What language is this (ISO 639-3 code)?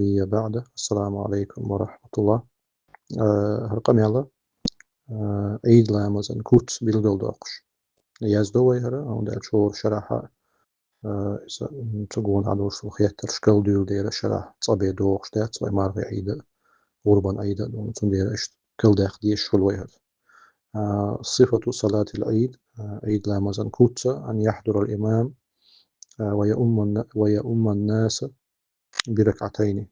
che